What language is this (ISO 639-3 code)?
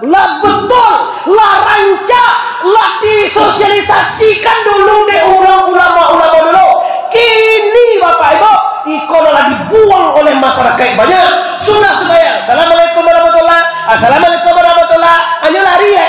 min